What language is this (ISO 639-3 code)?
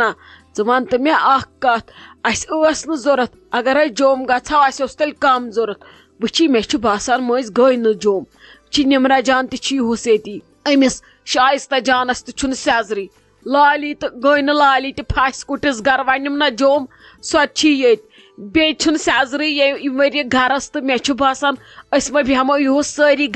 kas